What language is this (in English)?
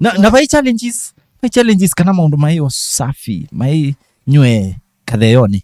Kamba